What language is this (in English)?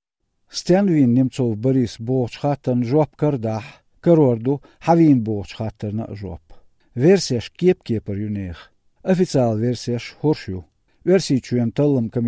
Chechen